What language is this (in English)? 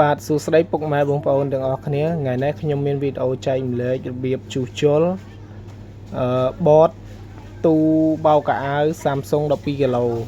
Khmer